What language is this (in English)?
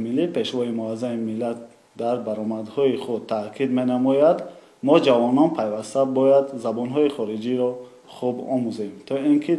Tajik